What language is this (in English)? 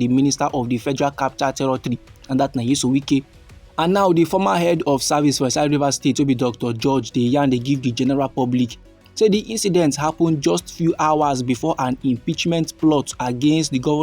Nigerian Pidgin